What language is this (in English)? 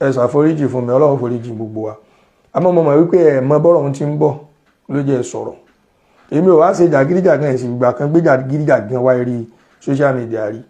Yoruba